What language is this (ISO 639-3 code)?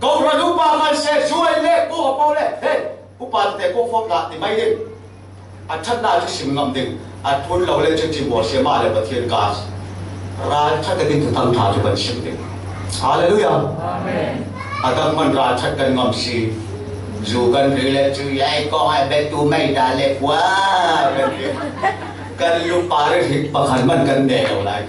cfm